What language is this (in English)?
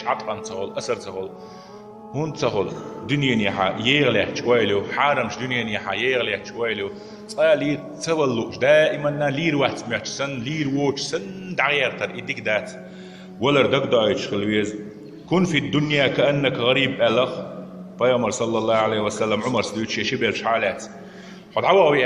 Chechen